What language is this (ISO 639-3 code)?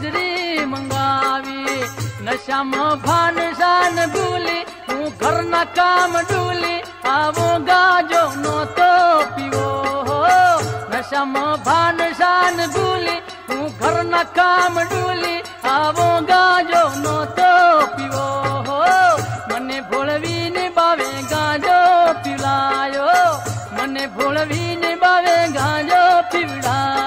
guj